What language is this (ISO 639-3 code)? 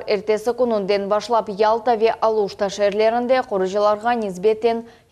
crh